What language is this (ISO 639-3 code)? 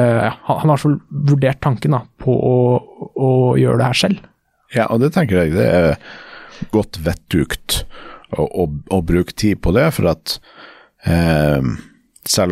nor